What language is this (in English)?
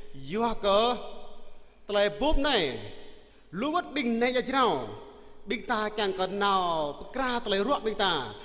Jarai